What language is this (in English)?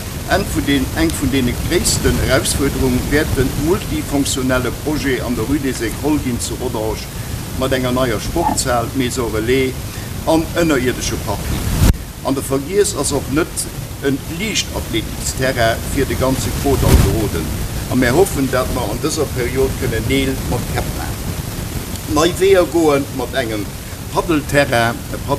Luxembourgish